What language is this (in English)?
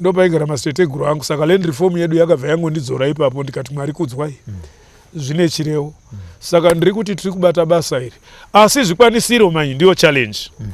Shona